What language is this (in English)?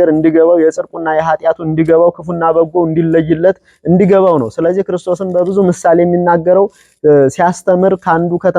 Amharic